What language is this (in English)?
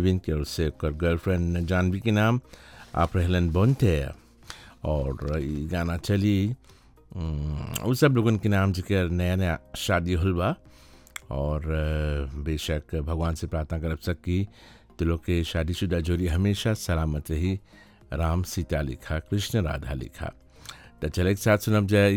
Bhojpuri